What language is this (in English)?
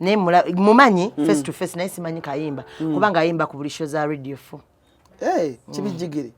Ganda